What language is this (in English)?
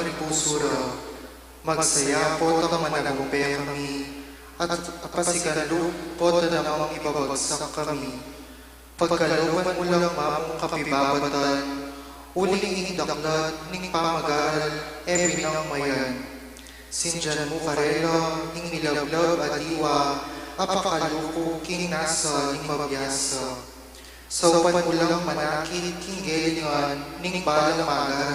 Pampanga